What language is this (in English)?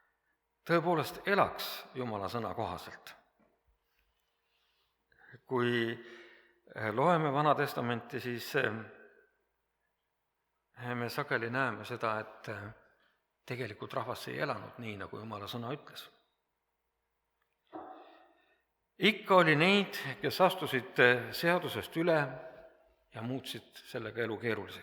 Estonian